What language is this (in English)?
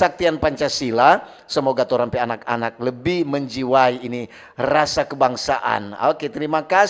Manado Malay